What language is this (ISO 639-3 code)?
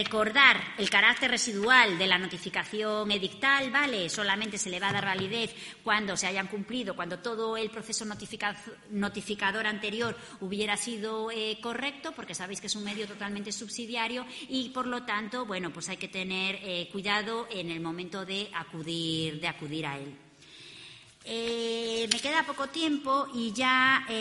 spa